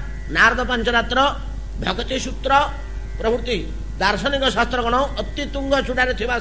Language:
Odia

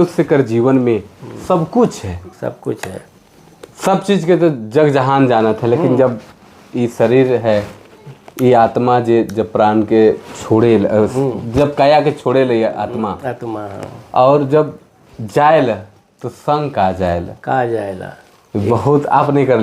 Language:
Sadri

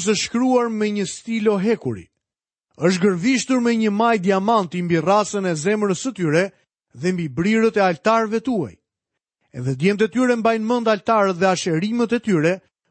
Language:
Albanian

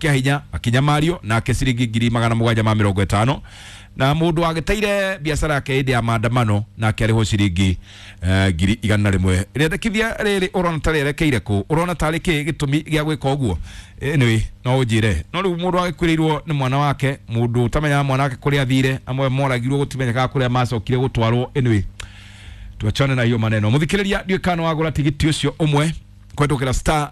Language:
Kikuyu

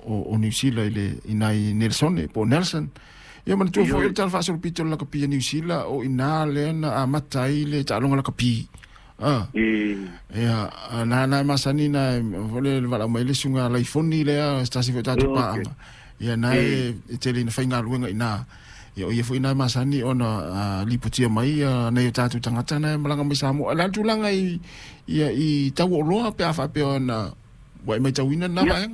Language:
Samoan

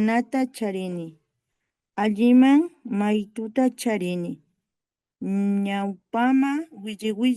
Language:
Imbabura Highland Quichua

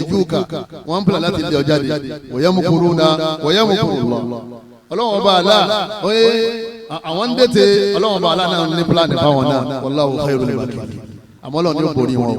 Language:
Yoruba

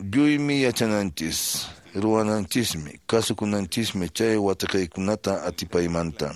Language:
Quechua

